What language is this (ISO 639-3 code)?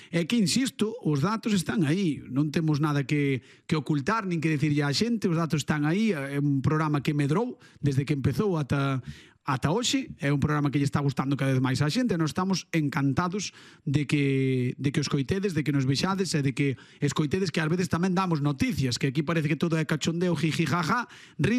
glg